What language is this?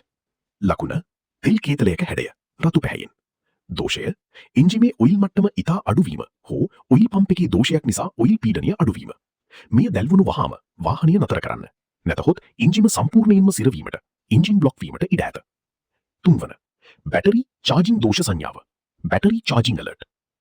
Sinhala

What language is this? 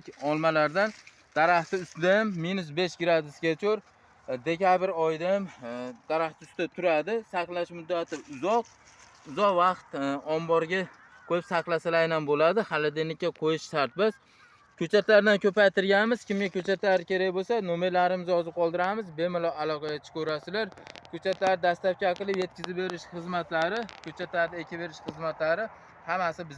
Uzbek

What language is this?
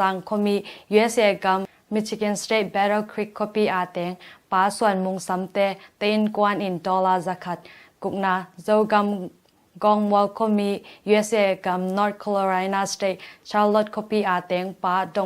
Tedim Chin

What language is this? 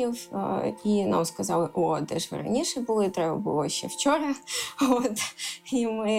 Ukrainian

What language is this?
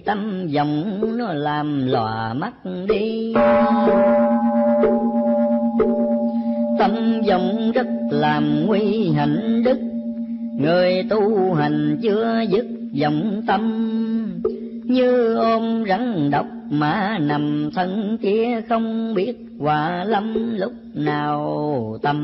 Vietnamese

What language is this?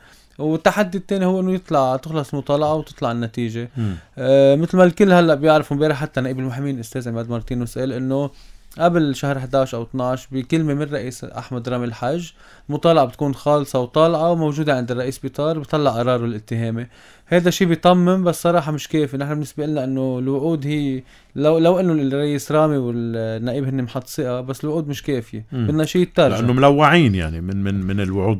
North Levantine Arabic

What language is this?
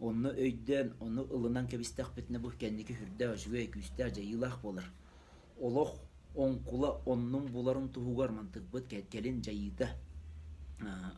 Yakut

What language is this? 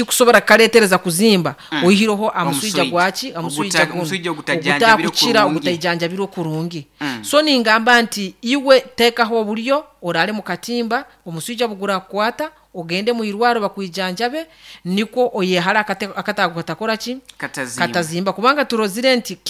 Nyankole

